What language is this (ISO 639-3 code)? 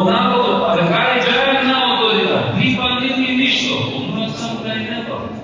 rmn